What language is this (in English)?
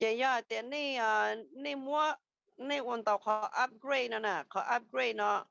Hmong